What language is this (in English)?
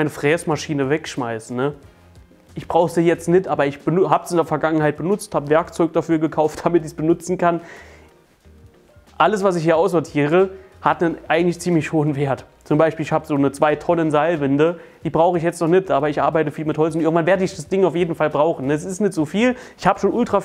German